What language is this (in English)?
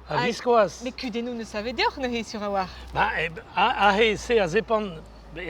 Breton